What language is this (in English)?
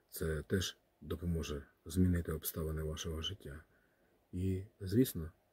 Ukrainian